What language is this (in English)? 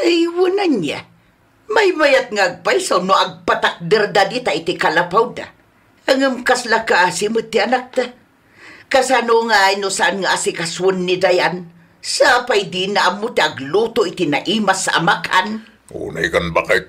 Iloko